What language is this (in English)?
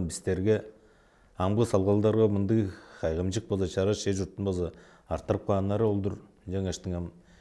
Tuvinian